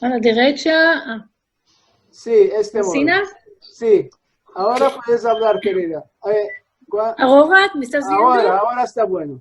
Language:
Ladino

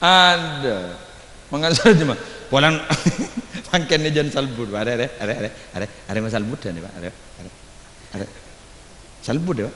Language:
Madurese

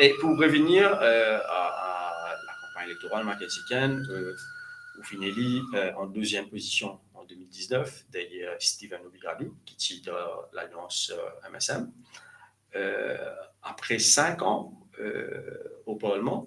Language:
Morisyen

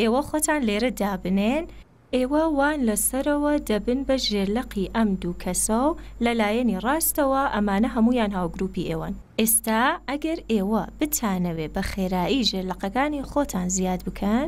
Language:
Central Kurdish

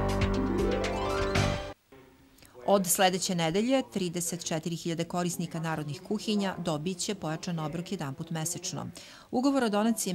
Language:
Serbian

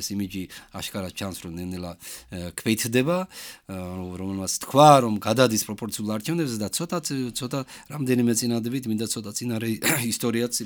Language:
Georgian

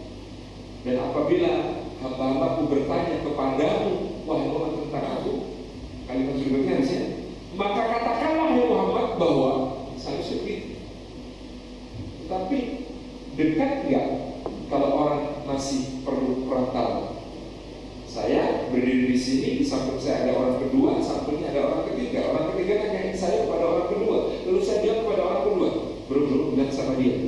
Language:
Indonesian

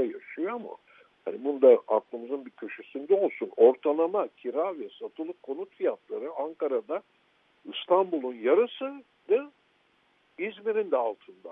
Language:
Turkish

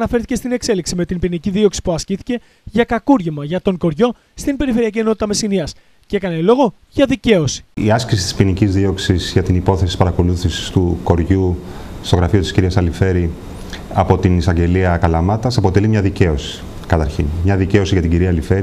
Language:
Greek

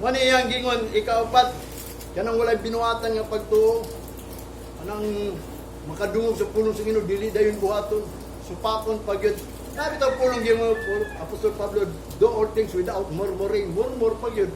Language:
Cebuano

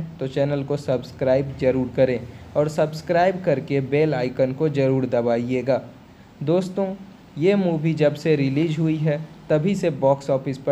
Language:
Hindi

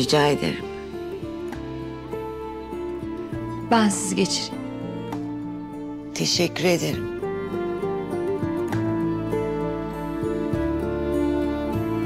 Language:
Turkish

